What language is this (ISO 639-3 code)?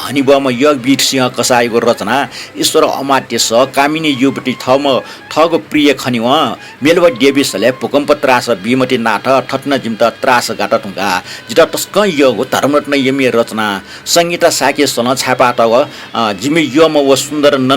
new